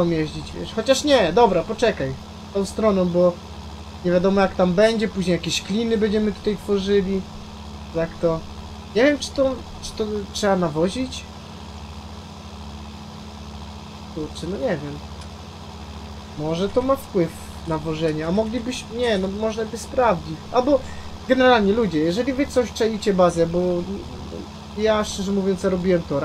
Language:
Polish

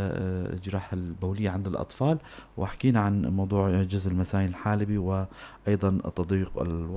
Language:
North Levantine Arabic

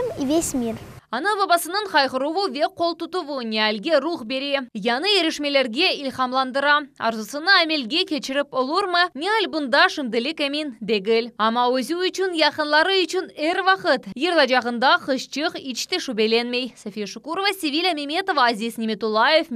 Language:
Crimean Tatar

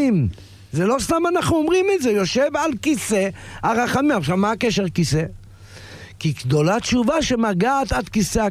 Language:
Hebrew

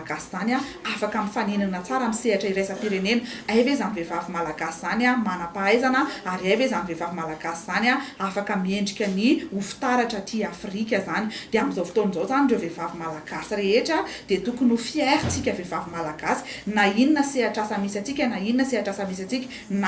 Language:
Malagasy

